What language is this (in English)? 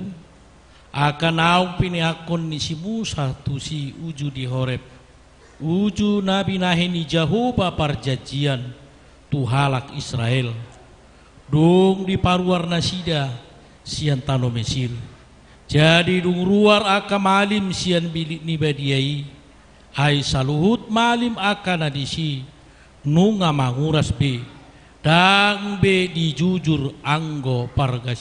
Batak Toba